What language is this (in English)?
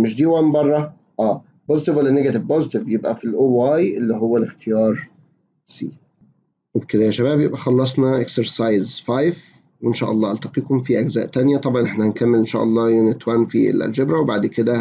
Egyptian Arabic